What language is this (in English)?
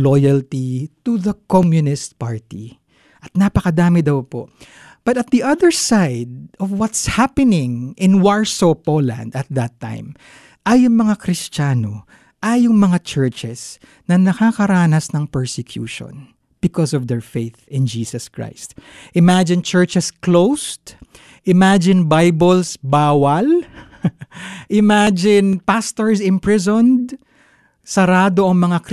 Filipino